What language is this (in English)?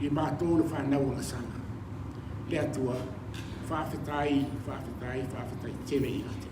Samoan